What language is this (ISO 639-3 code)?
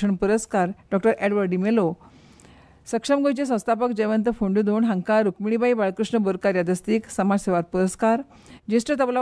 kok